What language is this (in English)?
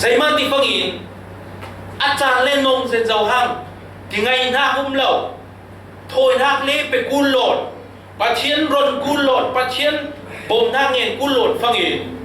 Falam Chin